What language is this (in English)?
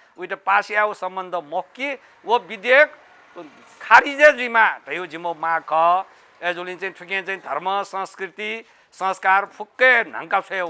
Newari